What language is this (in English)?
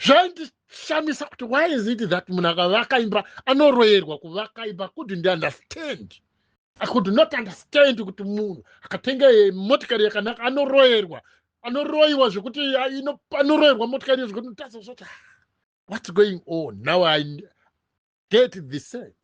Shona